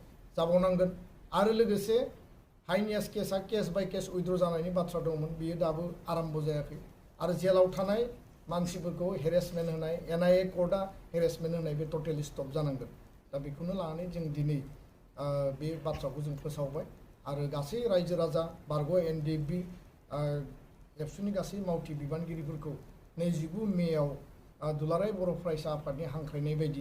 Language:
Bodo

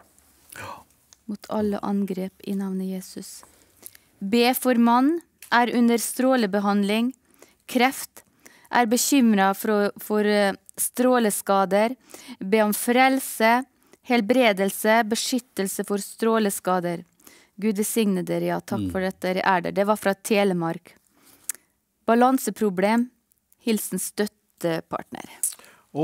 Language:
Norwegian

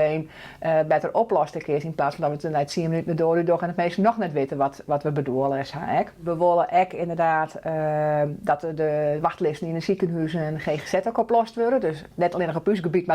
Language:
Western Frisian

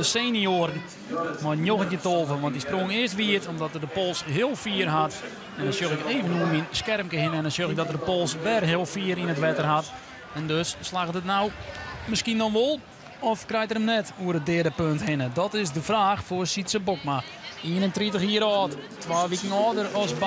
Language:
Western Frisian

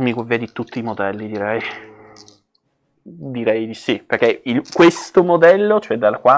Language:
Italian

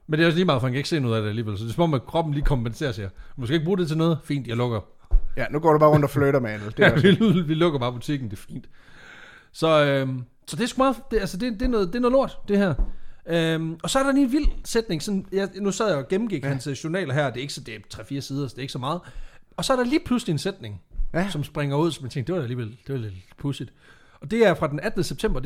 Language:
Danish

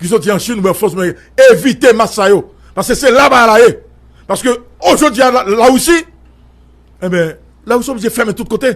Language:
Haitian Creole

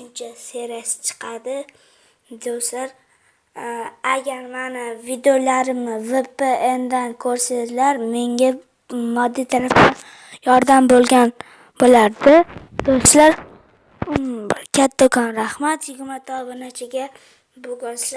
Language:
Uzbek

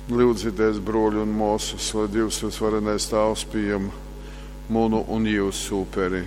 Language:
Latgalian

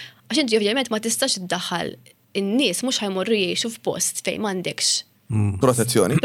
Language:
Maltese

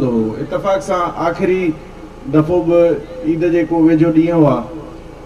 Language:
Sindhi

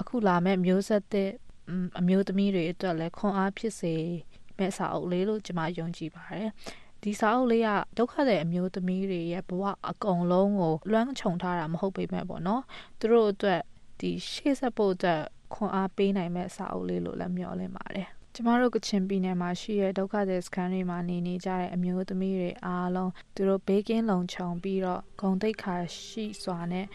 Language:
Burmese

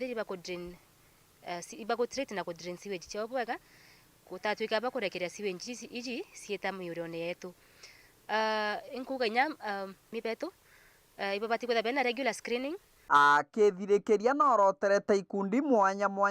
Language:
Meru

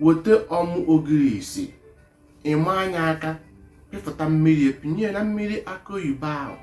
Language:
Igbo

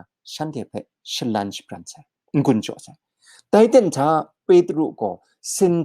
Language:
Kachin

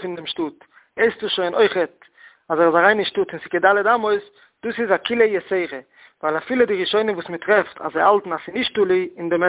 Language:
Yiddish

